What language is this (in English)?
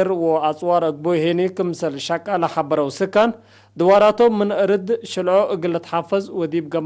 Tigre